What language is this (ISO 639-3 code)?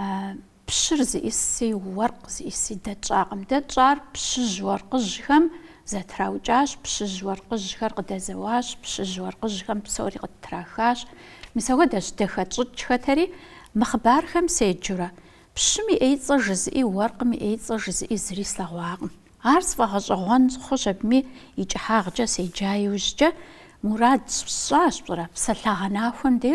kbd